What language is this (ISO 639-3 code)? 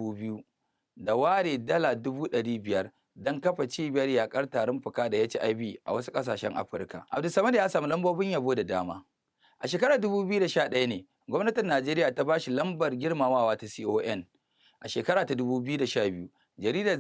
hau